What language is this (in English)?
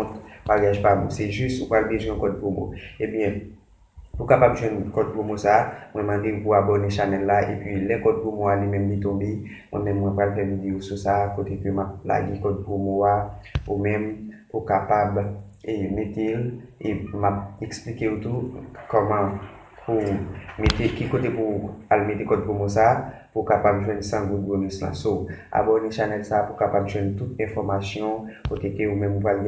Haitian Creole